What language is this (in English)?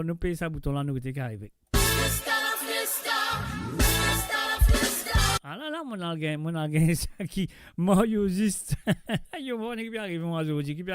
Morisyen